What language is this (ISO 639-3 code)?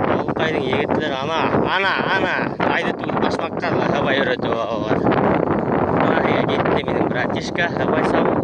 bak